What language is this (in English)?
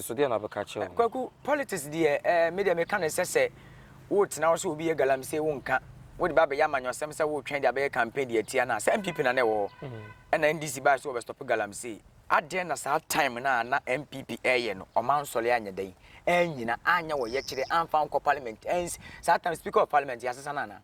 Akan